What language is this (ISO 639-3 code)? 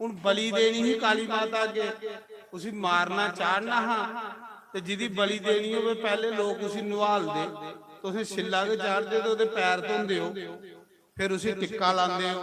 doi